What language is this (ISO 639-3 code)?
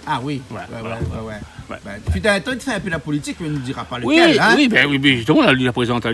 rcf